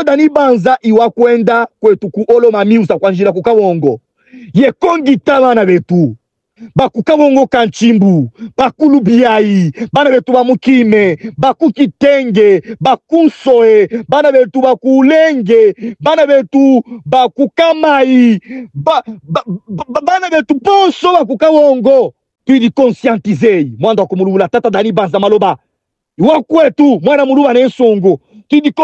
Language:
Luba-Katanga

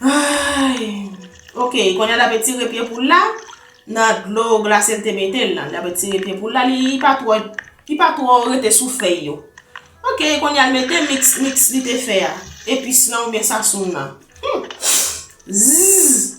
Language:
Haitian Creole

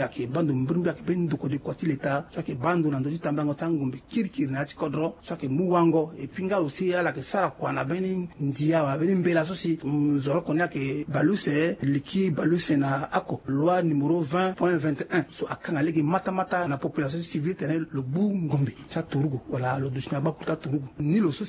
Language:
Sango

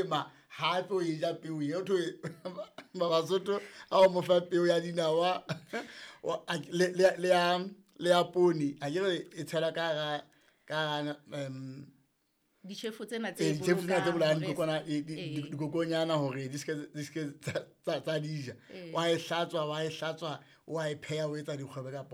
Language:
Southern Sotho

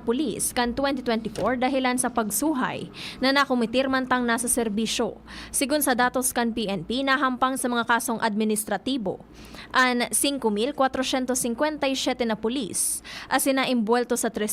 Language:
Bikol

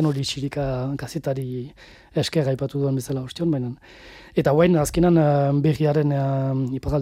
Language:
Basque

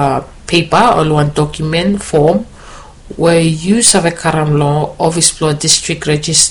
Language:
Bislama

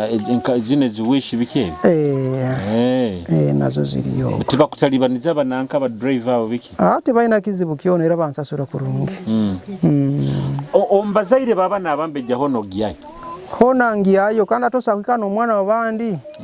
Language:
Nyoro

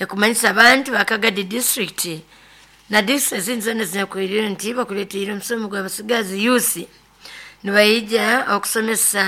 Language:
Nyoro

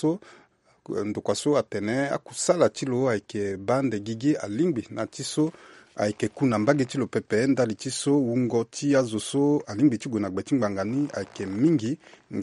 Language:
Sango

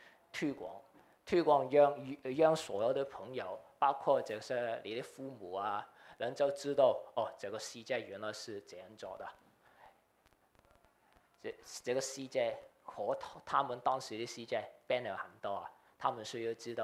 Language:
Chinese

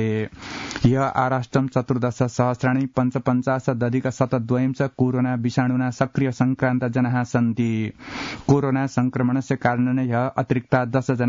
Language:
Sanskrit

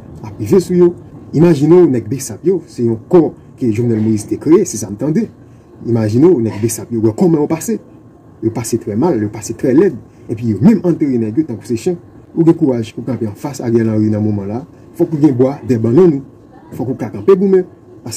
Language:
Haitian Creole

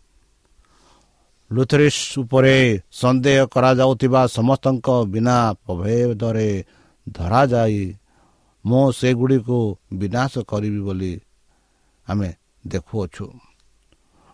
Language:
Odia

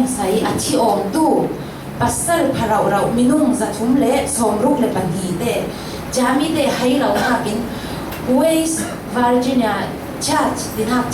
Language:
Falam Chin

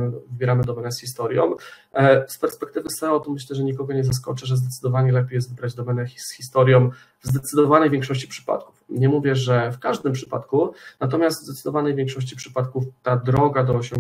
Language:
Polish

